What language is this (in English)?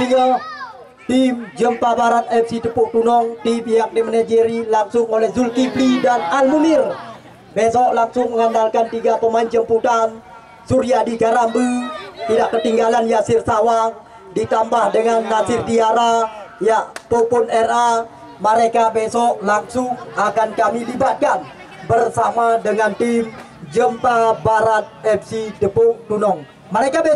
Indonesian